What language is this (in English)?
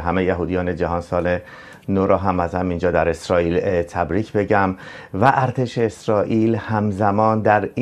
Persian